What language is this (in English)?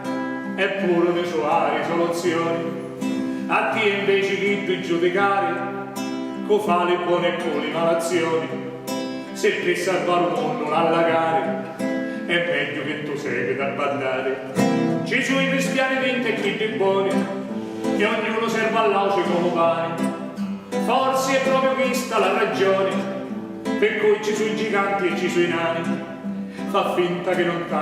Sicilian